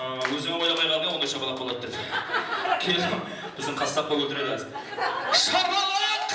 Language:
Kara-Kalpak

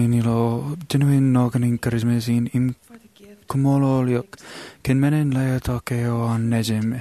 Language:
Marshallese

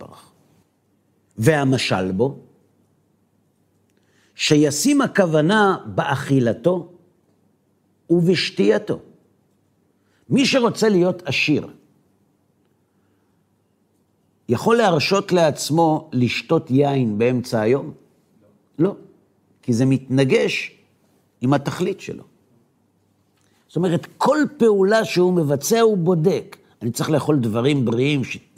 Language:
Hebrew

